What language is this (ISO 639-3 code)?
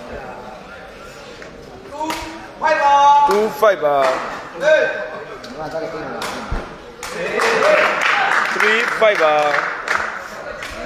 mya